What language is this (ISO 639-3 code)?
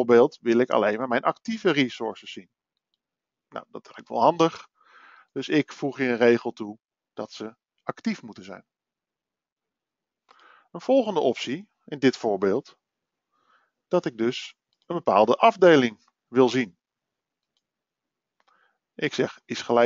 nld